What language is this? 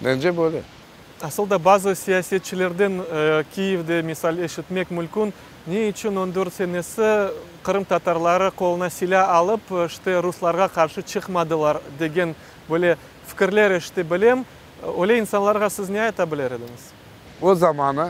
Crimean Tatar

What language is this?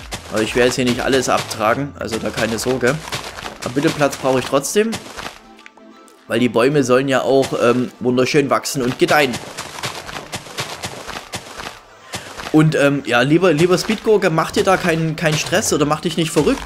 German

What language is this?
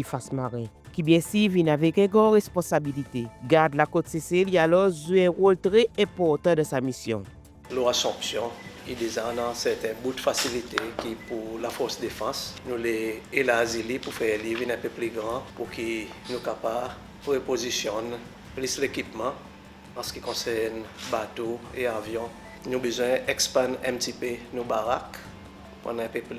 Seselwa Creole French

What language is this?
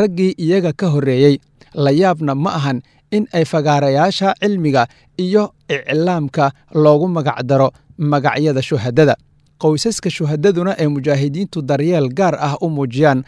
Somali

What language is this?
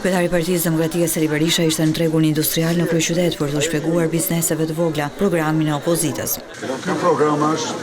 Albanian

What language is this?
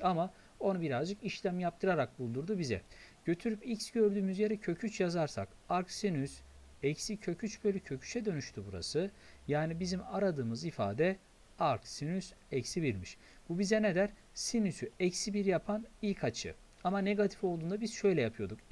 Turkish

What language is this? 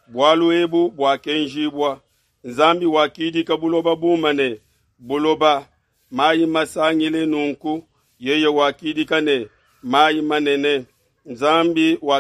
Luba-Lulua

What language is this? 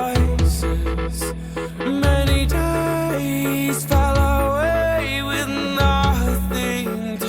Faroese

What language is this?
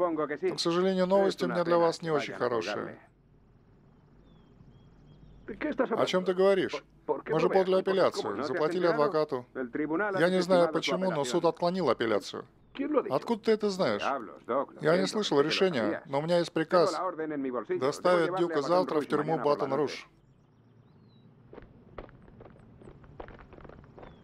Russian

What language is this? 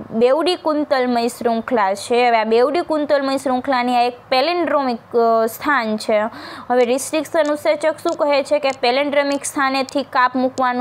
Gujarati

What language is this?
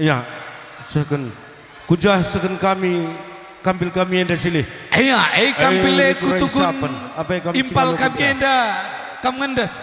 Batak Karo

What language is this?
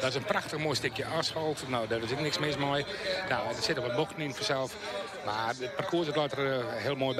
Western Frisian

